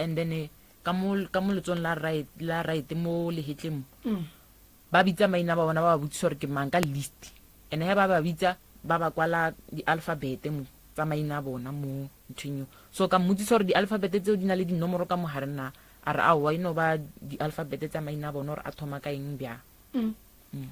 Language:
Northern Sotho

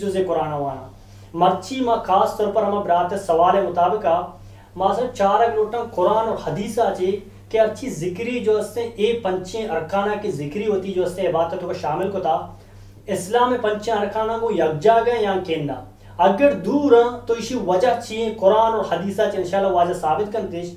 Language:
Eastern Balochi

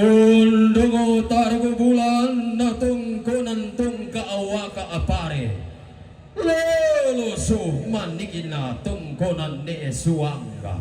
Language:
Toraja-Sa'dan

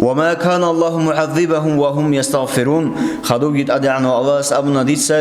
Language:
Avaric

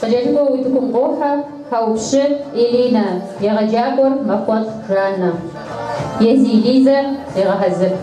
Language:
Kabardian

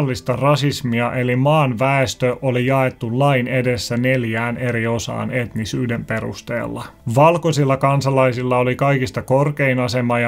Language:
Finnish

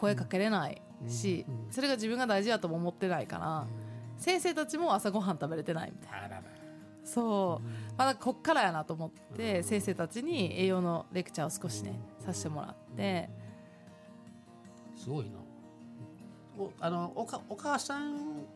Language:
Japanese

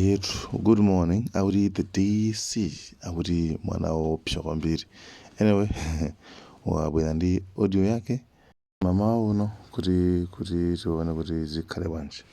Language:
Nyanja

